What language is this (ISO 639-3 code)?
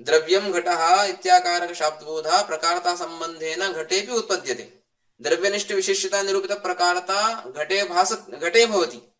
san